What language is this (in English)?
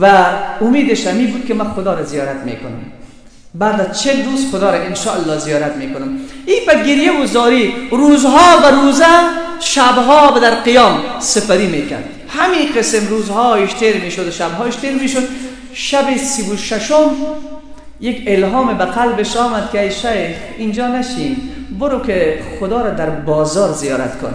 Persian